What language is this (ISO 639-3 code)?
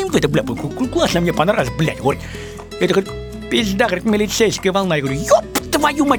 rus